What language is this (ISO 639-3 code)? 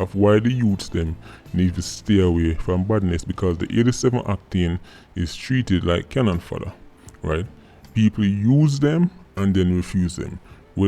jam